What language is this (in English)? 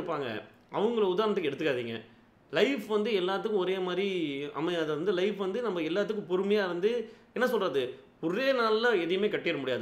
Tamil